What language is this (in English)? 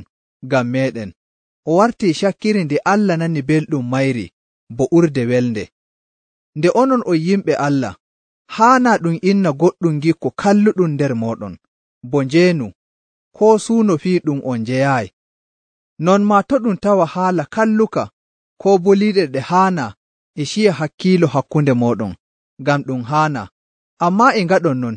Nigerian Fulfulde